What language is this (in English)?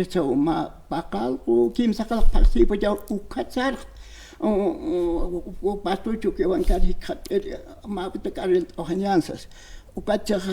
Aymara